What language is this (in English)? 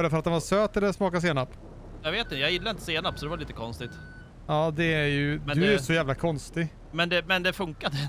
Swedish